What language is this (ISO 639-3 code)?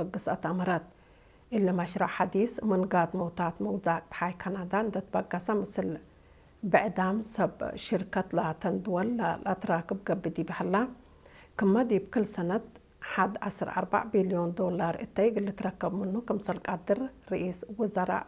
tig